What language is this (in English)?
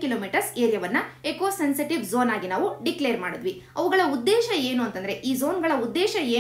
Kannada